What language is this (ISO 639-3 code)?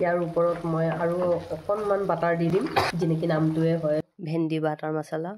asm